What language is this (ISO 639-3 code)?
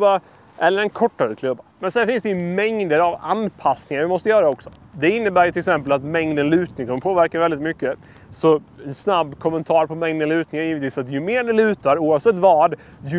swe